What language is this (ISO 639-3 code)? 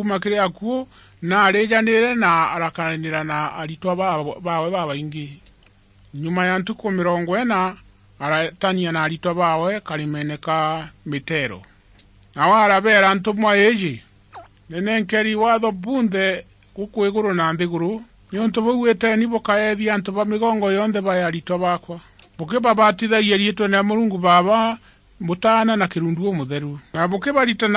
mer